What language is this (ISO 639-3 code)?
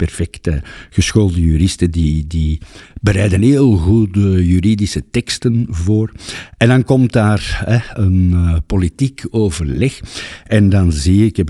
nld